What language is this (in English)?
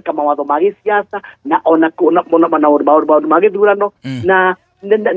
Kikuyu